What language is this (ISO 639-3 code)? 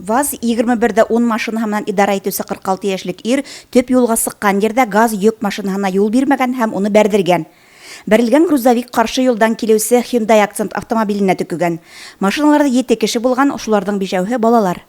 bak